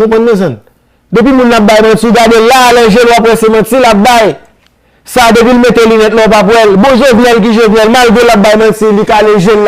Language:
Haitian Creole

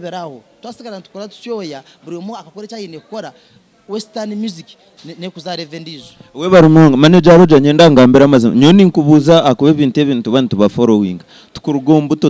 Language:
Nyankole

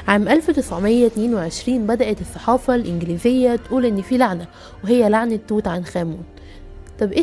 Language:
Egyptian Arabic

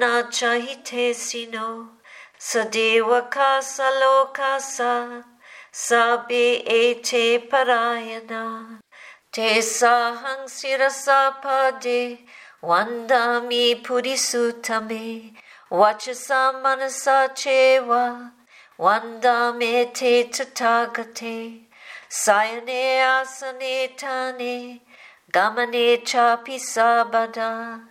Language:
Pali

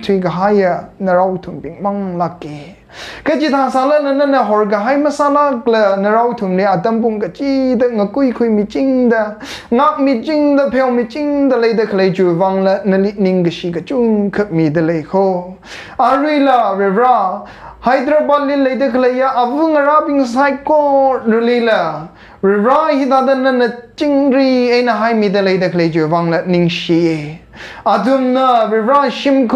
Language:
Tangkhul Naga (India)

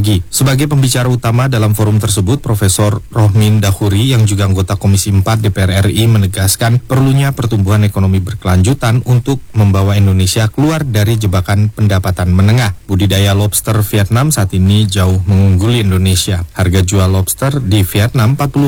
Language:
Indonesian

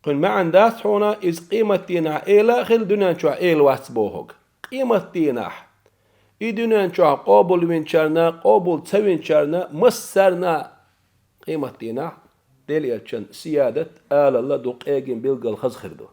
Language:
Chechen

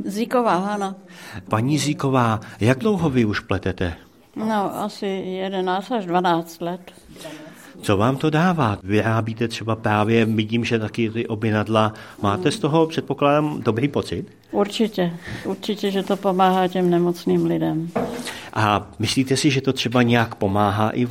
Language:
Czech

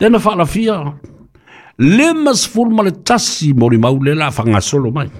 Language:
Samoan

